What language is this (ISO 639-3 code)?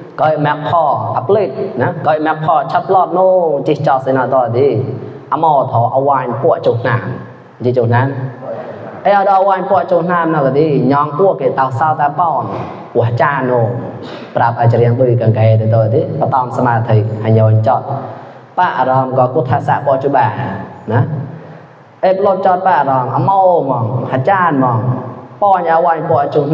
mnw